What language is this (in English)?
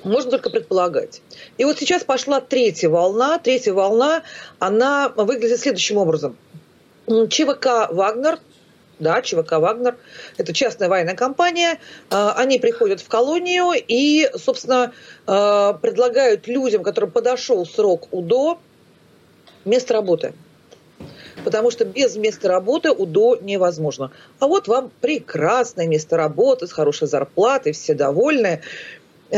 Russian